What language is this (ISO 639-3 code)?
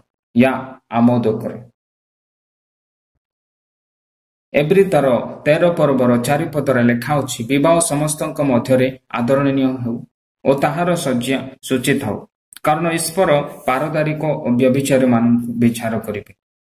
ori